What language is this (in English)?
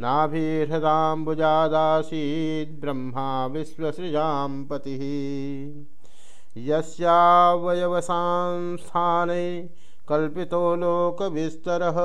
Sanskrit